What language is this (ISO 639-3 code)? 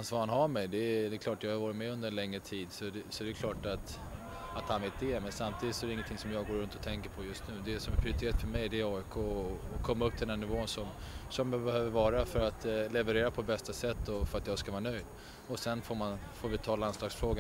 swe